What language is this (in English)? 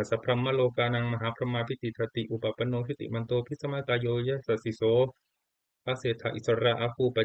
Pali